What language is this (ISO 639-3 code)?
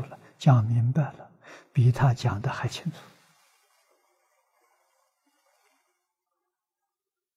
zho